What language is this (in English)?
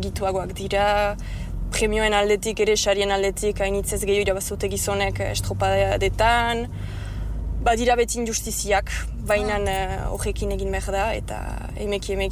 Basque